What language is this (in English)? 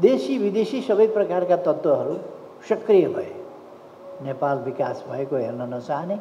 Nepali